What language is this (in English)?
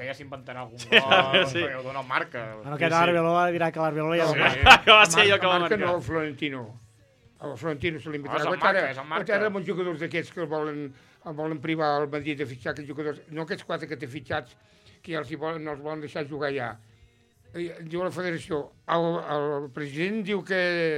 Catalan